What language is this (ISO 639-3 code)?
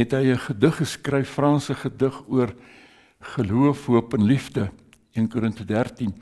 afr